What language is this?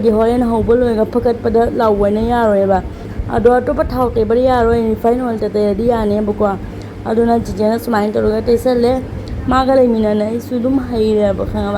Manipuri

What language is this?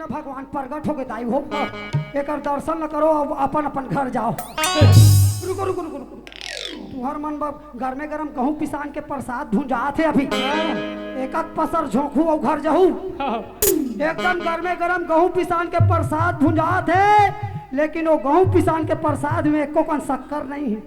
Chhattisgarhi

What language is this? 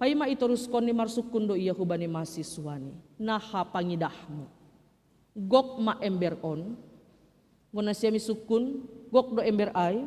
Batak Simalungun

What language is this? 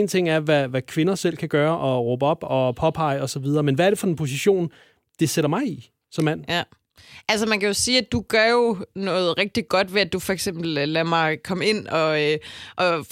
Danish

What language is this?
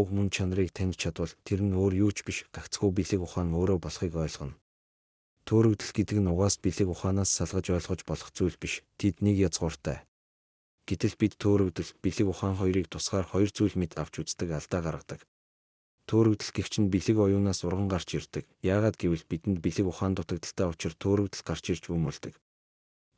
Mongolian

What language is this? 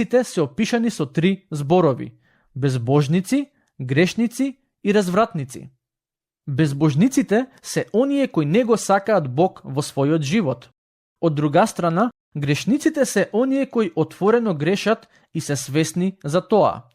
Macedonian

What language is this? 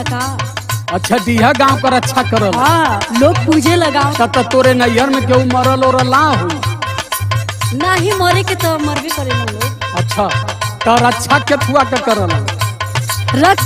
Bhojpuri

